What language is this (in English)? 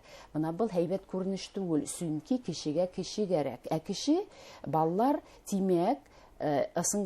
Bashkir